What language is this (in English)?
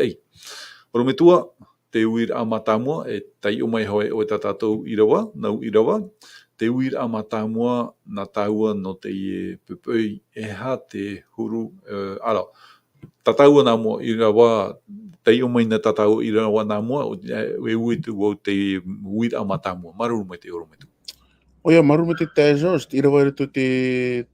Tahitian